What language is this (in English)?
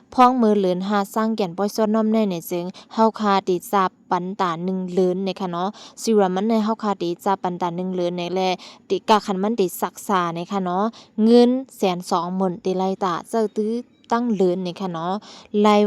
Shan